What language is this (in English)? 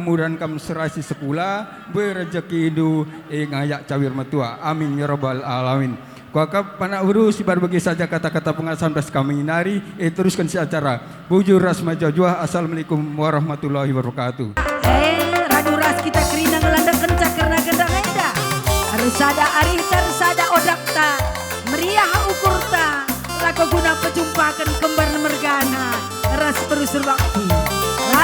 Batak Karo